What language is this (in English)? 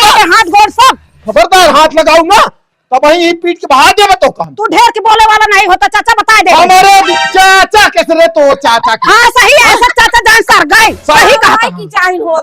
Awadhi